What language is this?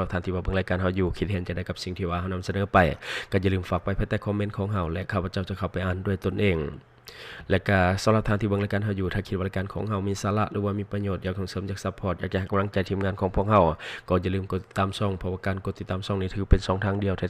Lao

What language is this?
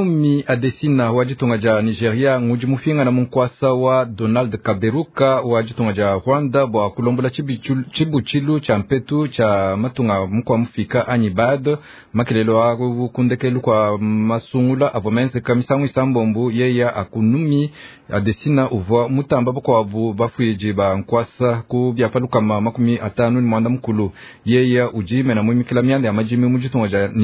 Luba-Lulua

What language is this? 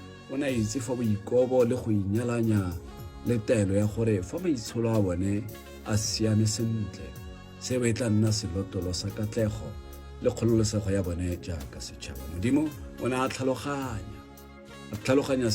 Tswana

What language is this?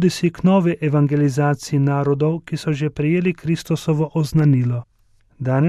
Slovenian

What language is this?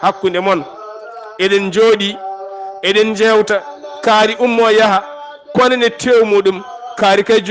Fula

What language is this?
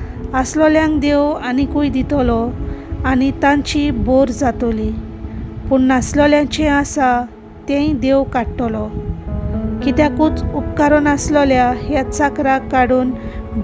Konkani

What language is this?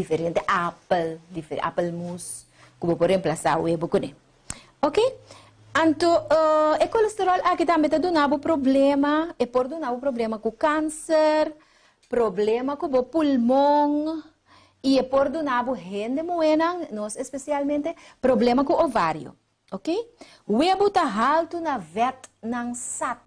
Papiamento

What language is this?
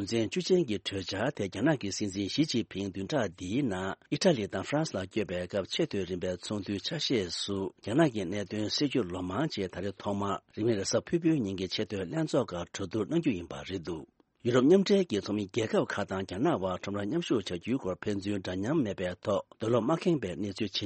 Tibetan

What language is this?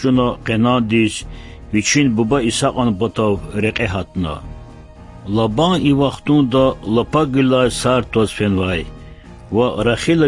Lezghian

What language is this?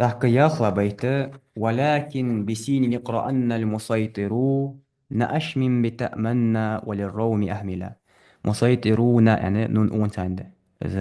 Ingush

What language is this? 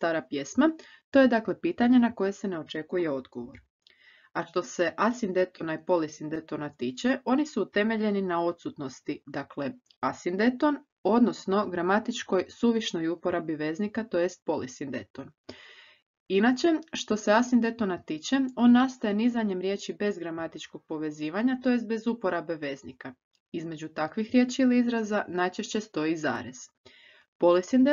Croatian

